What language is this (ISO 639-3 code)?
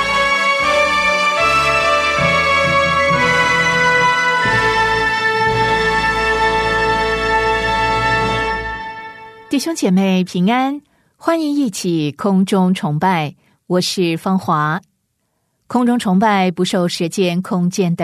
zho